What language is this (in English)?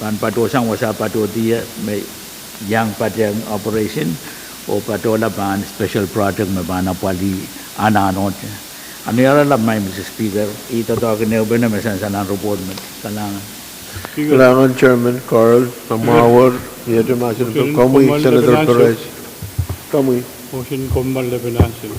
Pohnpeian